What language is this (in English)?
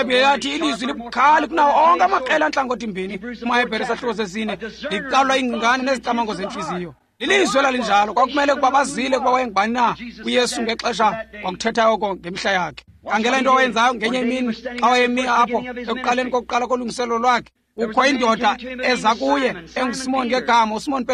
Xhosa